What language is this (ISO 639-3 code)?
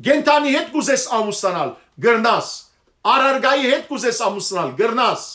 hyw